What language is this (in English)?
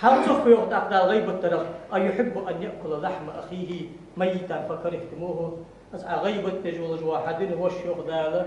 Ingush